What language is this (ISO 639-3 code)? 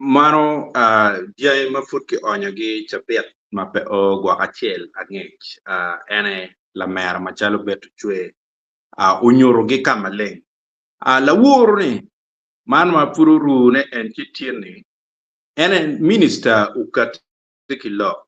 ach